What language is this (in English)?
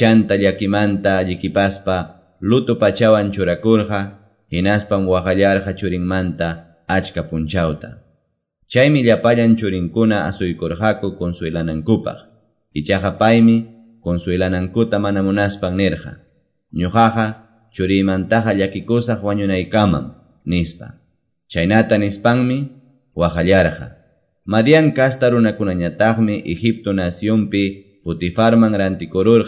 Quechua